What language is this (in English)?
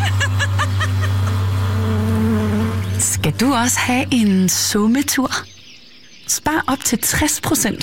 Danish